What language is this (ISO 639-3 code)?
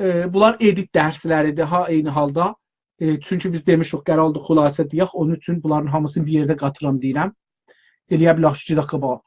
azb